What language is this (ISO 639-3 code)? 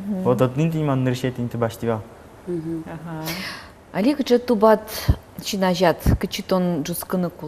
udm